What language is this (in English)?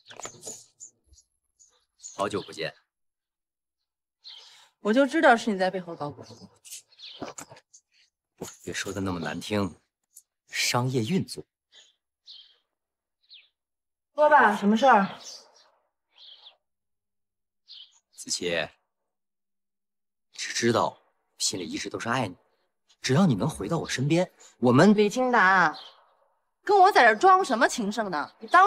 Chinese